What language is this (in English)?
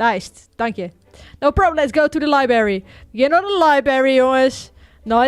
Western Frisian